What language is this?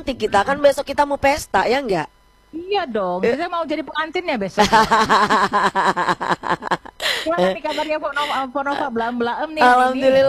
Indonesian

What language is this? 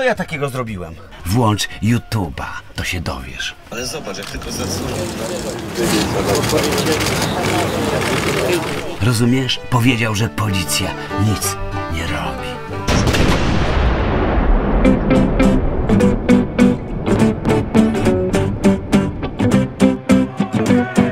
Polish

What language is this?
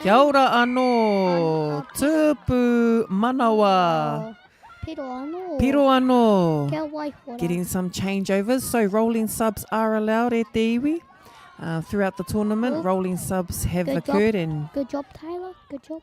Māori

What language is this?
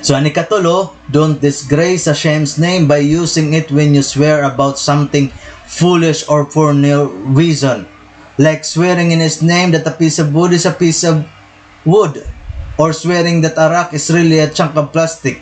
Waray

